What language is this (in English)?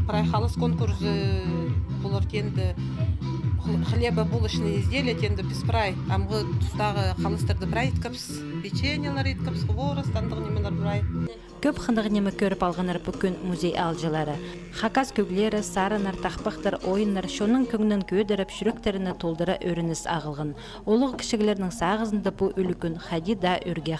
Khakas